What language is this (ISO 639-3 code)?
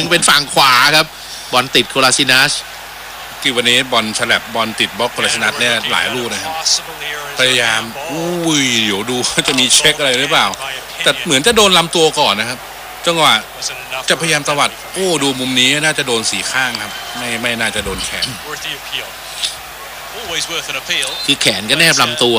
tha